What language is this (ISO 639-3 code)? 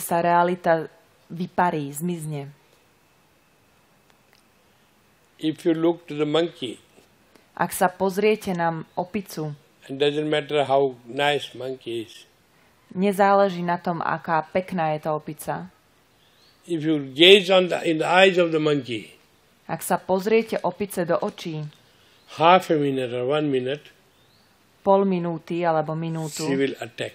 slk